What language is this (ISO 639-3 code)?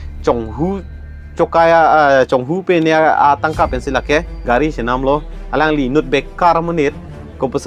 mjw